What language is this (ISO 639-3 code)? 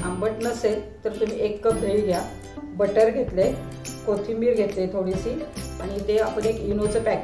mar